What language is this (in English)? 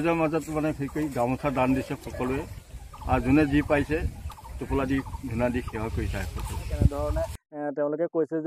Assamese